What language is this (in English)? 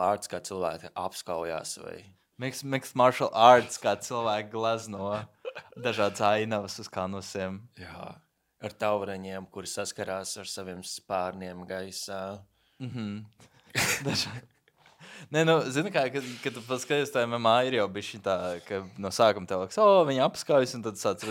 Latvian